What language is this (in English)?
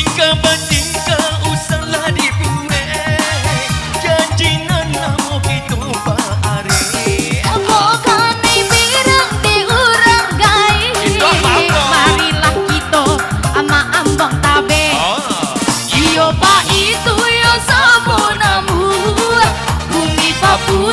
Minangkabau